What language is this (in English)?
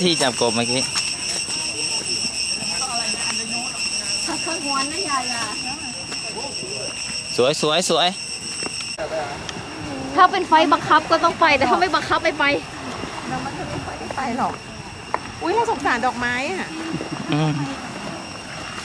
Thai